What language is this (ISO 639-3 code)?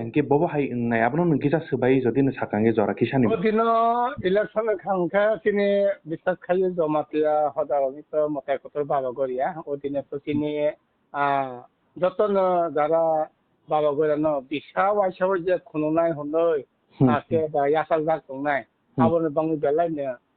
trp